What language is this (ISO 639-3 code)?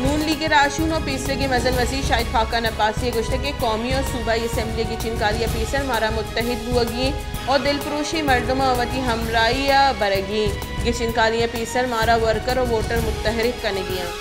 bal